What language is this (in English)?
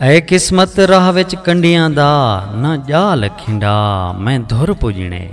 Saraiki